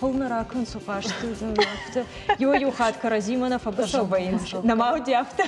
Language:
Ossetic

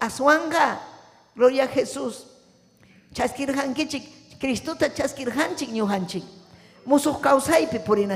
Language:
Ayacucho Quechua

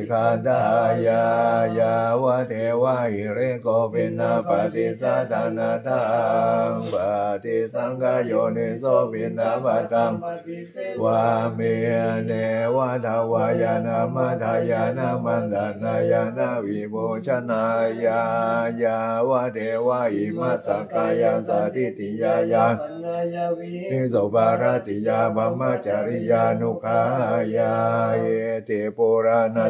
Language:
Pali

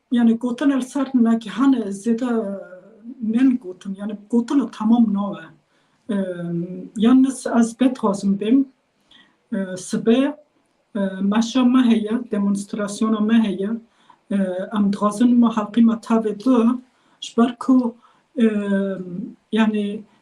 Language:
Kurdish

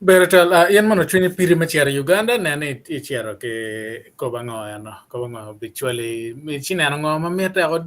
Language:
Acoli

